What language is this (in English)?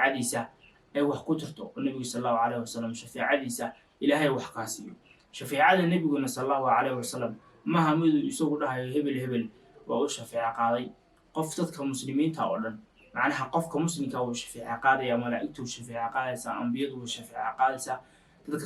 Somali